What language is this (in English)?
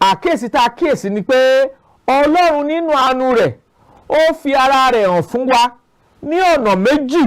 Yoruba